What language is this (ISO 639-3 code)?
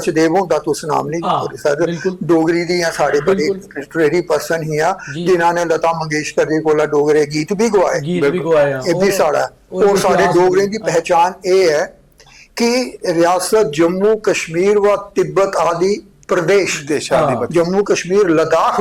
doi